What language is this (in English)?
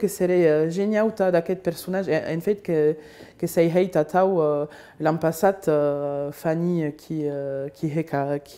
Occitan